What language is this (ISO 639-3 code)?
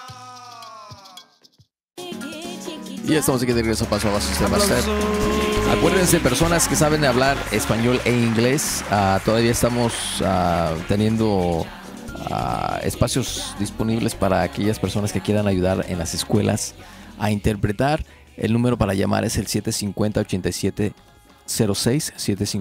spa